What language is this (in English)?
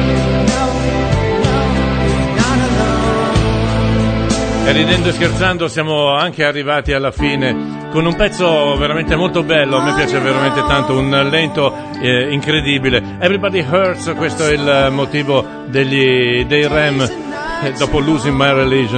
Italian